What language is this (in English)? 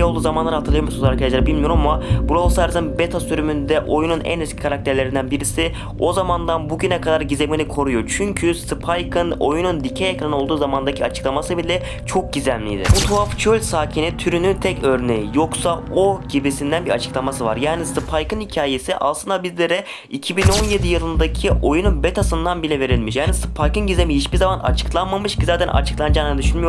Turkish